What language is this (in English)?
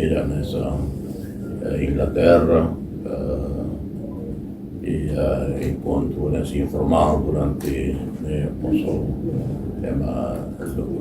Tetum